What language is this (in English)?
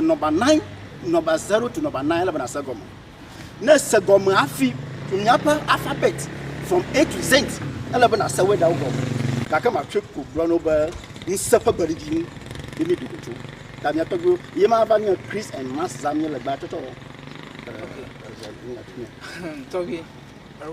Ewe